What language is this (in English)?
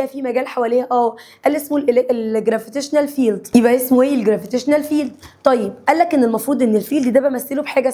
Egyptian Arabic